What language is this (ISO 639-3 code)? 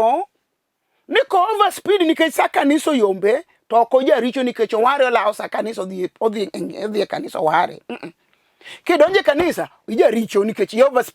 luo